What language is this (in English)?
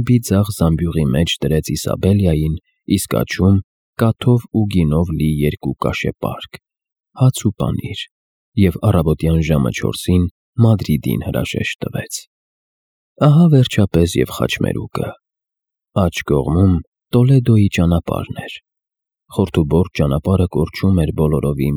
Armenian